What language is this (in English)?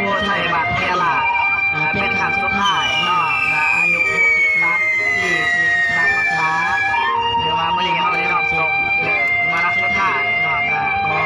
Lao